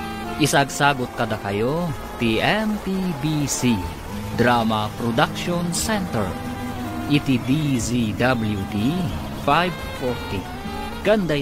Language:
Iloko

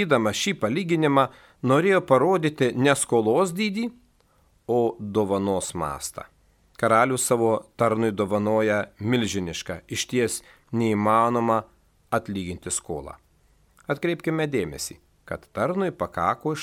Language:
Lithuanian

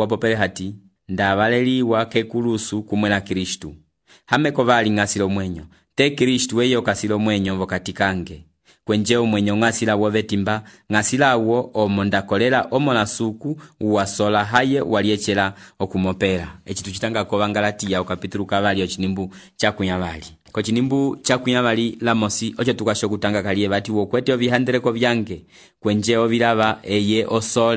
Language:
Umbundu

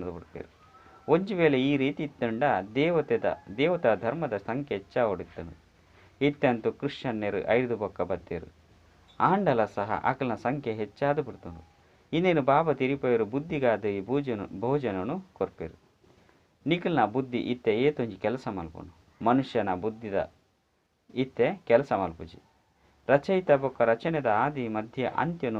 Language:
Tulu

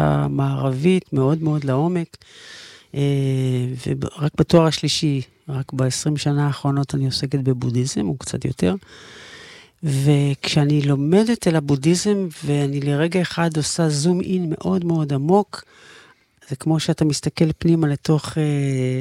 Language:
Hebrew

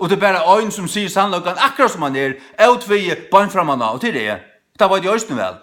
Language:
Faroese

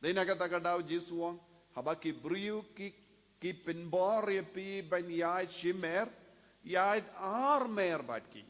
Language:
Khasi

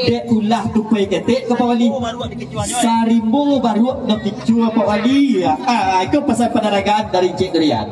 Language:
Minangkabau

